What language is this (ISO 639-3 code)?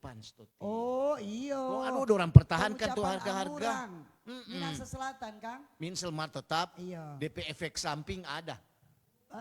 xmm